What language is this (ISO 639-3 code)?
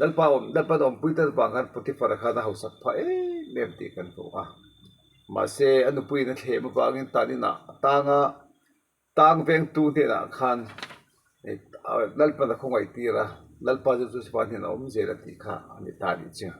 lus